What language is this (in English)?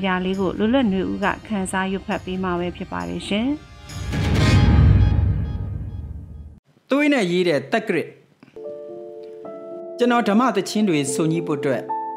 Burmese